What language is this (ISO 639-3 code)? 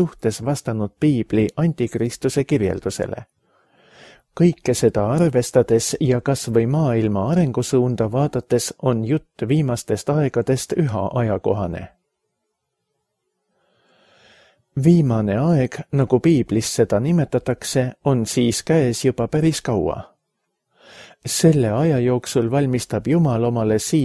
est